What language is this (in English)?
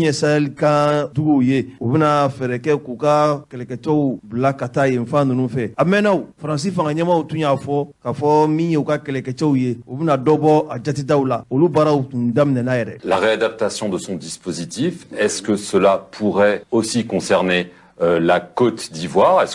Bambara